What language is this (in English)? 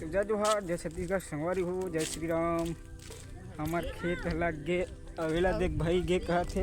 Chhattisgarhi